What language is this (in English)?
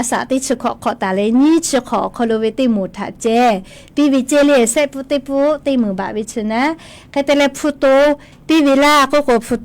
Lahu